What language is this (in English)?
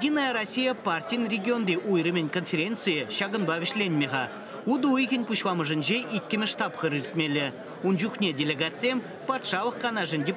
Chuvash